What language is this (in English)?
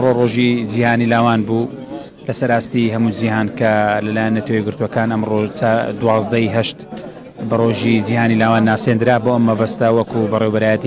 Central Kurdish